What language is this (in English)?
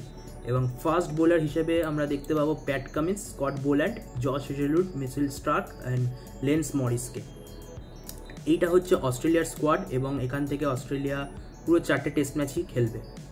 Bangla